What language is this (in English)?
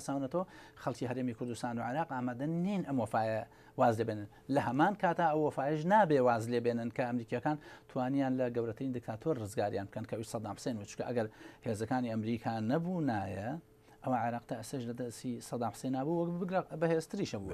Central Kurdish